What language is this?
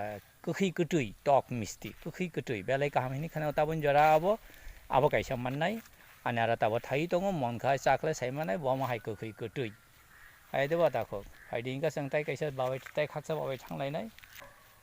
Kok Borok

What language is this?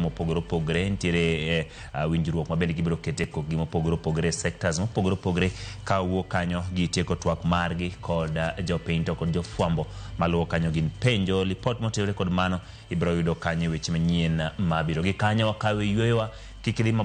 Luo (Kenya and Tanzania)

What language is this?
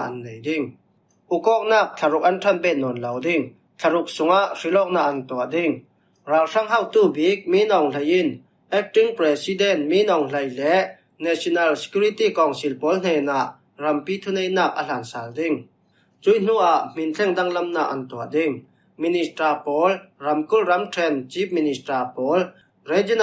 Falam Chin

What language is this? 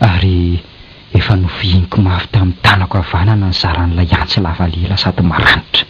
Malagasy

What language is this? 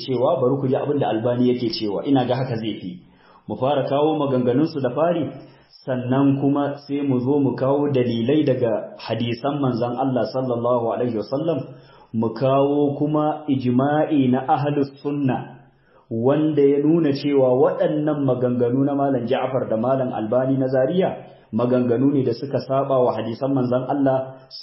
Hausa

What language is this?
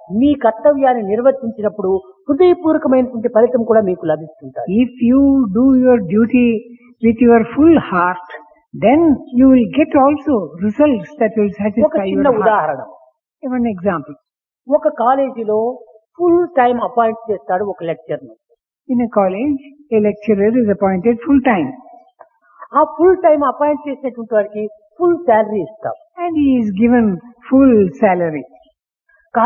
Telugu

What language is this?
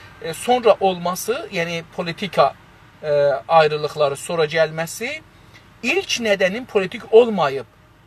South Azerbaijani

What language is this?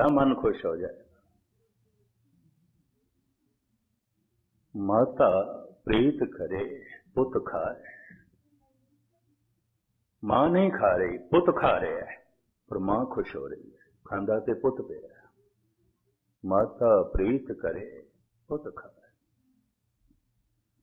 Punjabi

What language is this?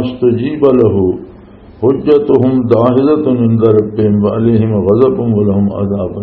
Western Panjabi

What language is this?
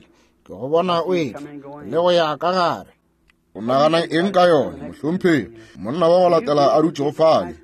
Northern Sotho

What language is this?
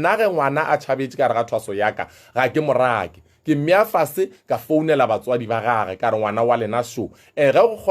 Northern Sotho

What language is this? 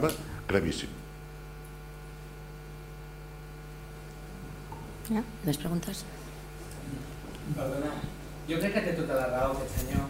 Catalan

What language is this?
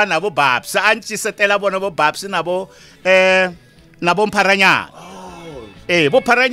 Tsonga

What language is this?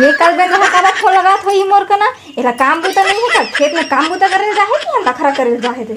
Chhattisgarhi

